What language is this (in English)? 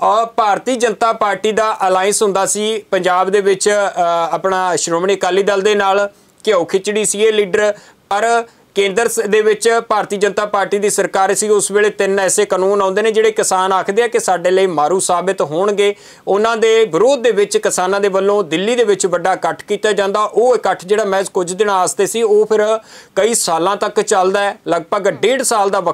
Punjabi